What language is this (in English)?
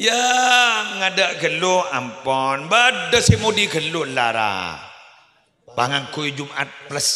Madurese